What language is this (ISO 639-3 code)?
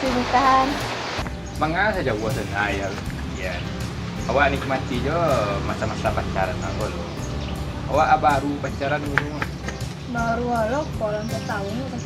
min